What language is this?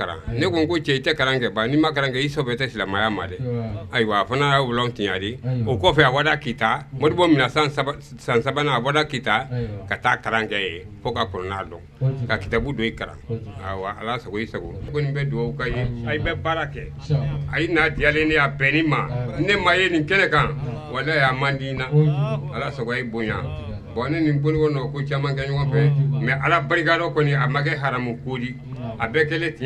Bambara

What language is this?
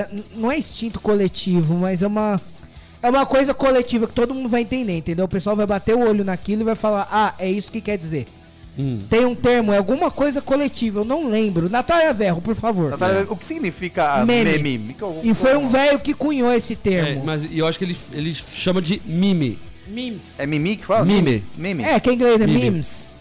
Portuguese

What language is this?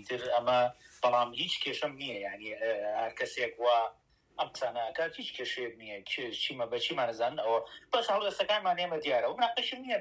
Central Kurdish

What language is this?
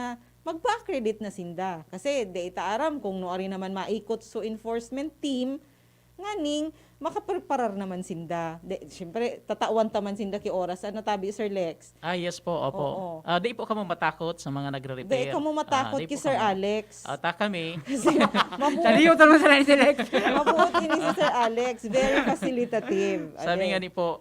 Bikol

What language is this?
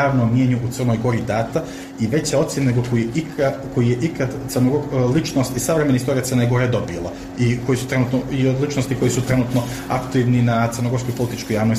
Serbian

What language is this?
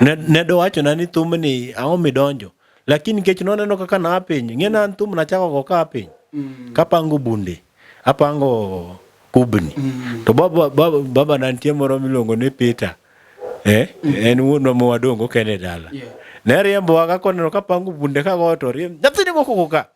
Luo (Kenya and Tanzania)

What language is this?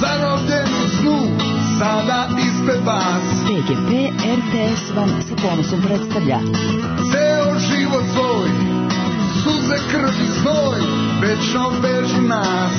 Serbian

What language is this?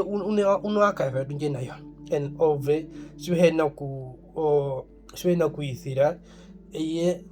Herero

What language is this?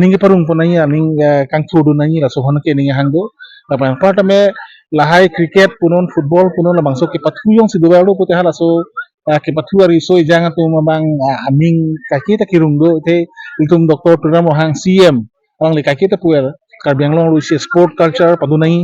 Karbi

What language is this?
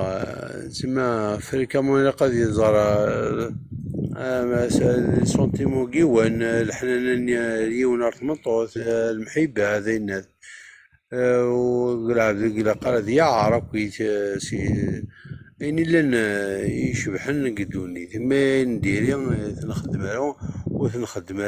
Kabyle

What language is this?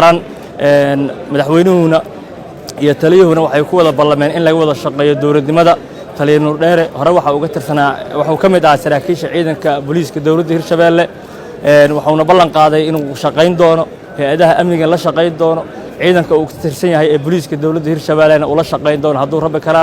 Somali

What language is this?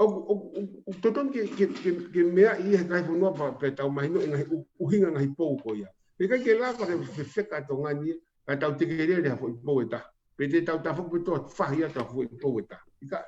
Tongan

